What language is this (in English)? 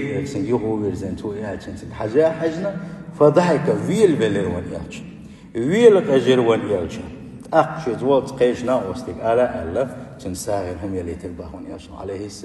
Chechen